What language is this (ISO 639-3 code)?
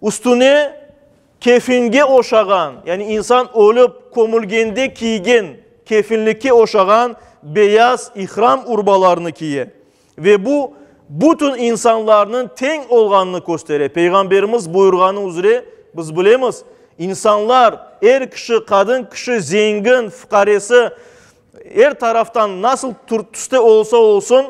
crh